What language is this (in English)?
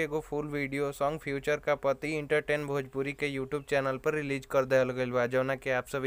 Bhojpuri